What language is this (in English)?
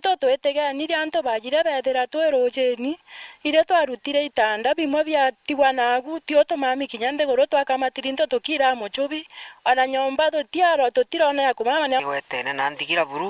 Meru